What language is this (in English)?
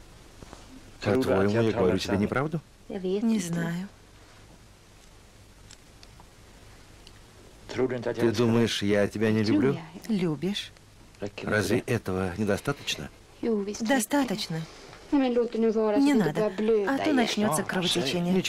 Russian